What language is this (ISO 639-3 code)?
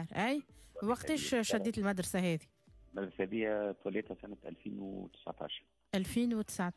aeb